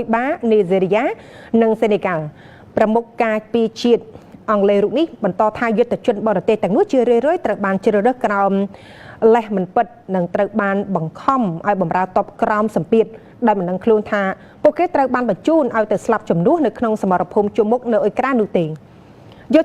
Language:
Khmer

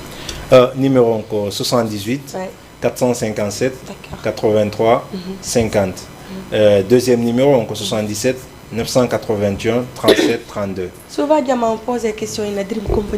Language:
Fula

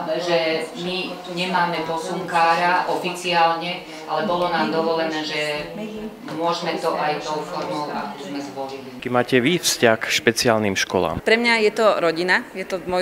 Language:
Slovak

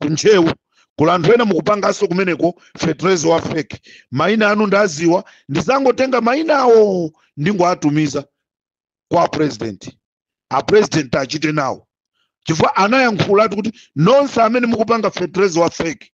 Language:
Nyanja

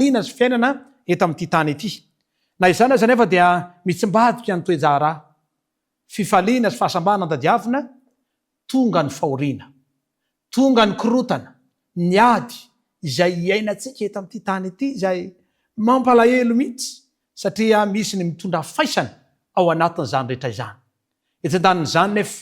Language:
Malagasy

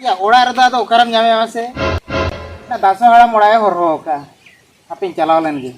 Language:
Santali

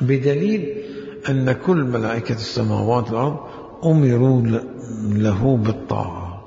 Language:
Mesopotamian Arabic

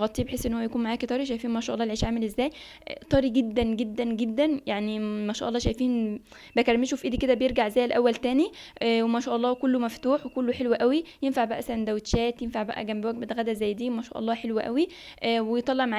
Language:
Egyptian Arabic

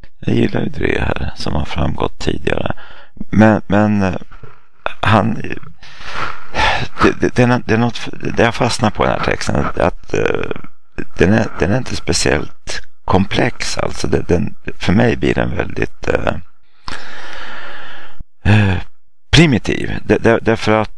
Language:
Swedish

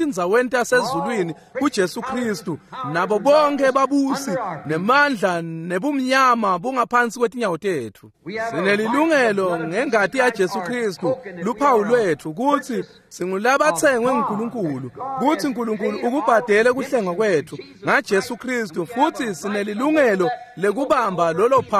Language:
Swati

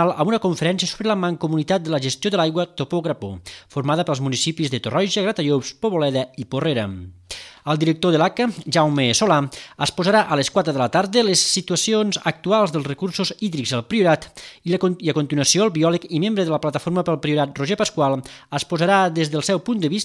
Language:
Catalan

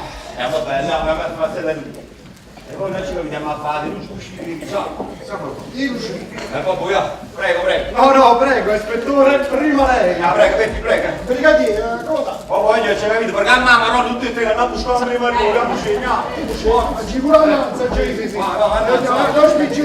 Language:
Neapolitan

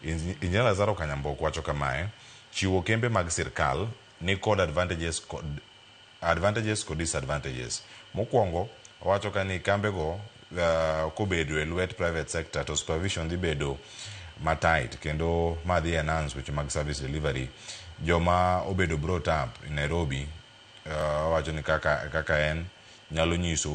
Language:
Luo (Kenya and Tanzania)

